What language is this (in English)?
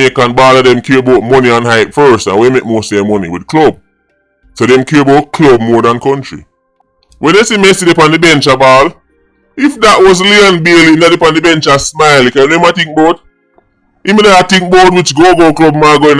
Jamaican Creole English